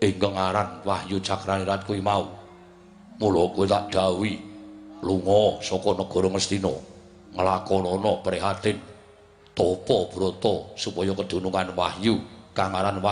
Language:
Javanese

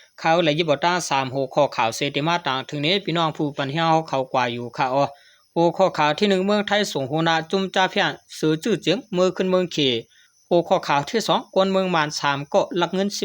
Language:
Shan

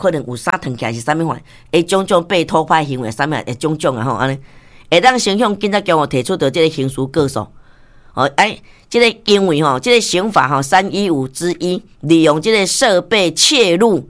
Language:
Min Nan Chinese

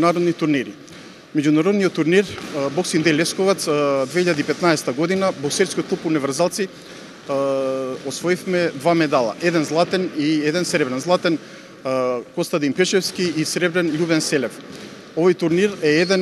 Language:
Macedonian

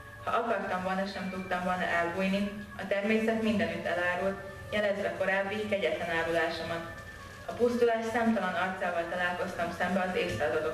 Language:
Hungarian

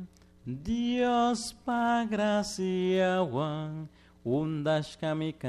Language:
Chimborazo Highland Quichua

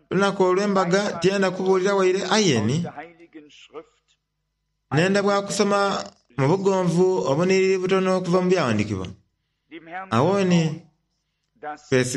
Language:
Soga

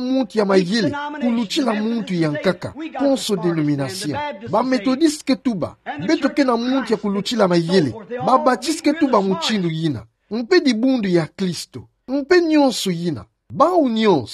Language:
Kituba (Democratic Republic of Congo)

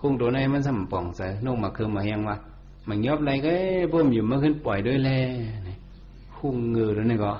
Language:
Shan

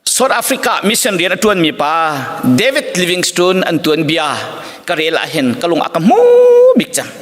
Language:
Hakha Chin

